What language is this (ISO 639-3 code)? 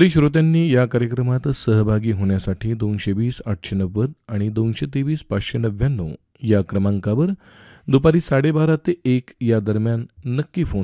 mar